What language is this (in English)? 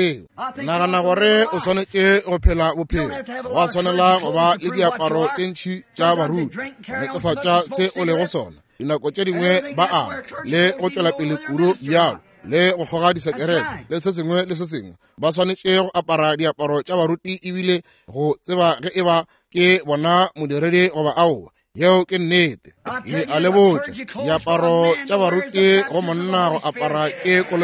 Northern Sotho